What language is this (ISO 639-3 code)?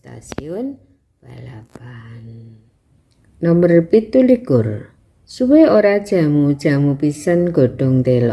jav